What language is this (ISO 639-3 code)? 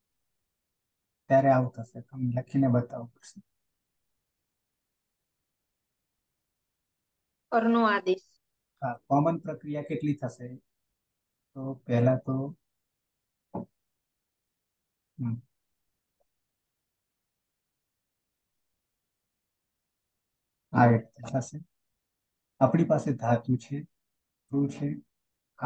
guj